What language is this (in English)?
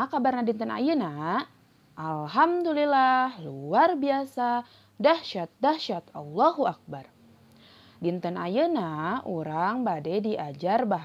Sundanese